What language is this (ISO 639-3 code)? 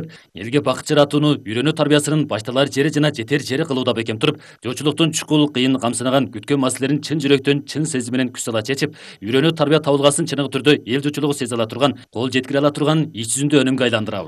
kir